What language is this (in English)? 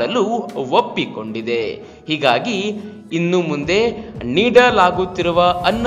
Kannada